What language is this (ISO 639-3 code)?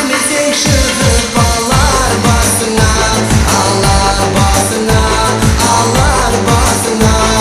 kaa